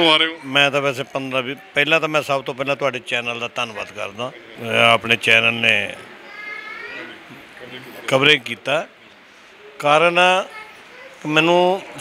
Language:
Punjabi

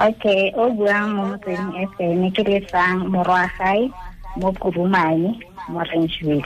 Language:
Tswana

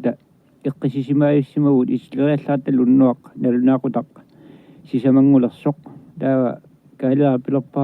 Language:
Kalaallisut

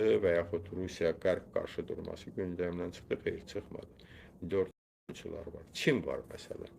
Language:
Azerbaijani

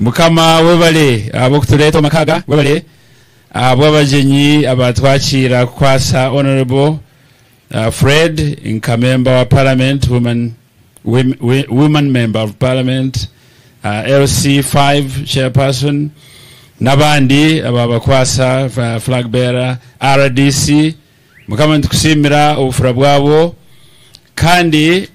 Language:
Nyankole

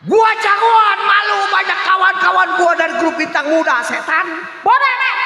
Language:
Betawi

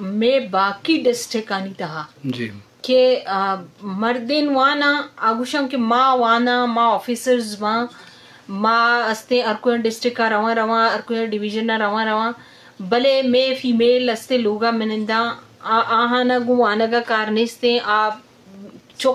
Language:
Eastern Balochi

